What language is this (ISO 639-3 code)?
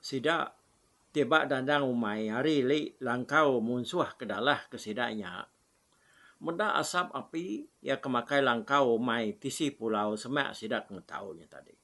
iba